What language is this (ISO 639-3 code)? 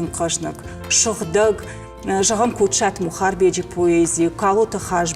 oss